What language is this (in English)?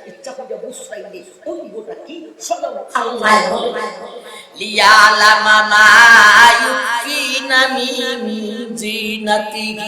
Sylheti